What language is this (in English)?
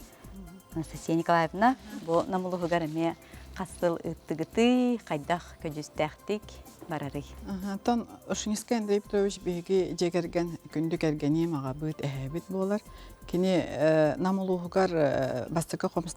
Yakut